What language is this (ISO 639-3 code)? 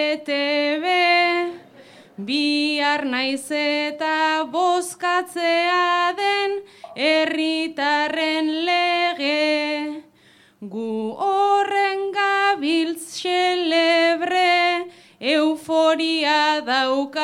eus